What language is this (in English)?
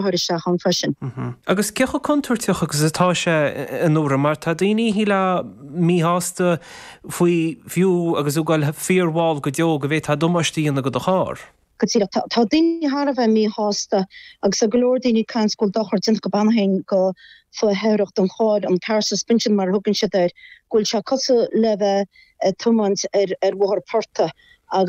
Irish